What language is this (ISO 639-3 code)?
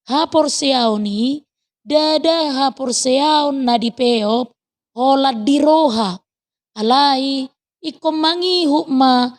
bbc